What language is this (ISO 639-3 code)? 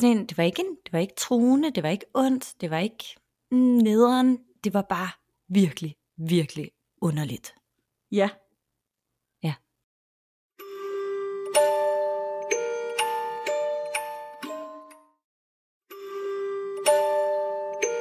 dan